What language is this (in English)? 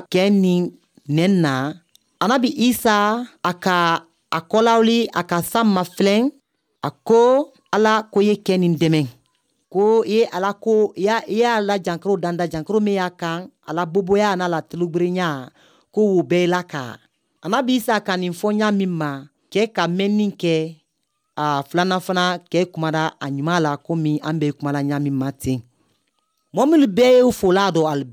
Bambara